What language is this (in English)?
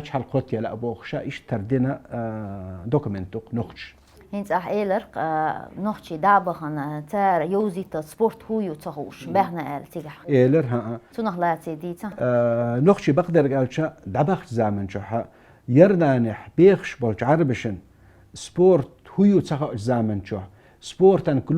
Chechen